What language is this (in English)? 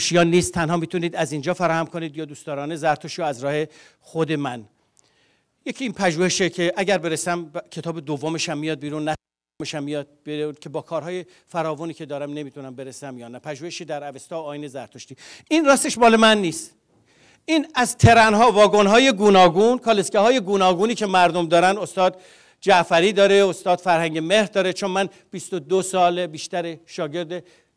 Persian